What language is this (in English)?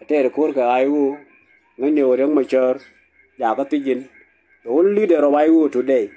Nuer